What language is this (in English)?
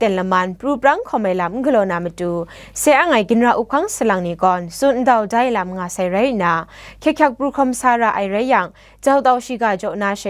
Kachin